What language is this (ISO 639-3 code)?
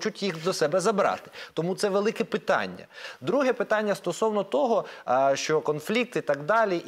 ukr